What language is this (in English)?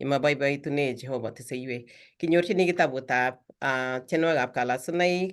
Kalenjin